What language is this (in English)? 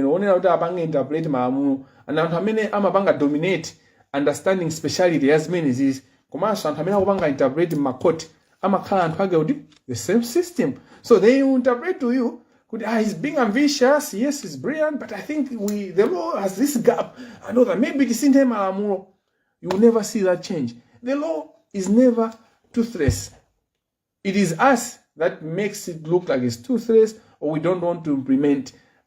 Nyanja